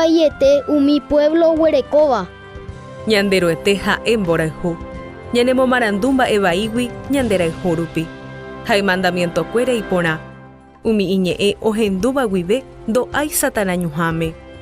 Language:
Guarani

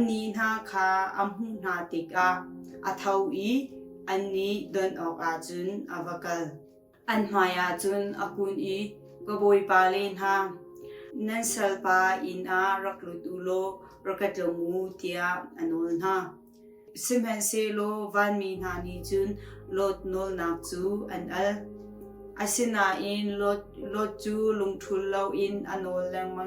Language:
Hakha Chin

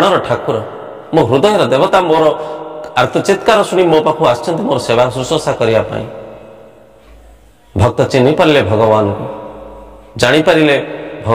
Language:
Odia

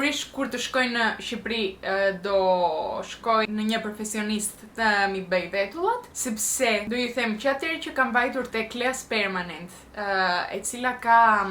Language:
Albanian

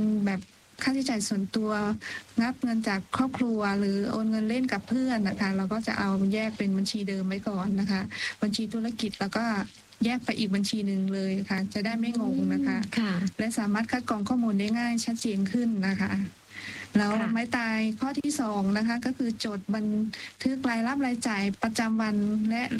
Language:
Thai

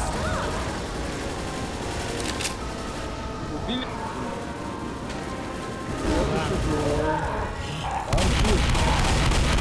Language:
Russian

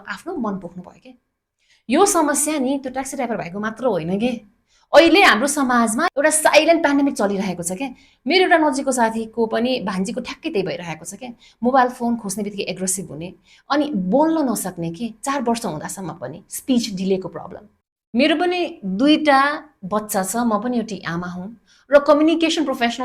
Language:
Nepali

